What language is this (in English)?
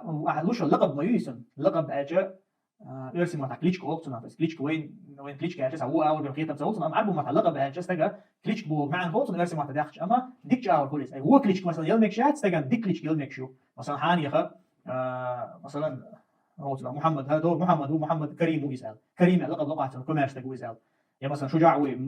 Chechen